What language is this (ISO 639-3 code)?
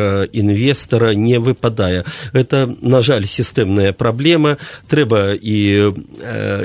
bel